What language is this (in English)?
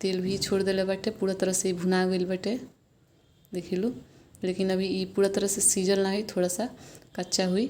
Bhojpuri